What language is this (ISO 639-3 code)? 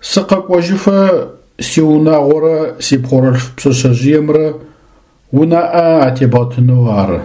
ady